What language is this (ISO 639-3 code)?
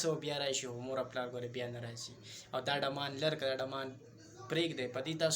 pus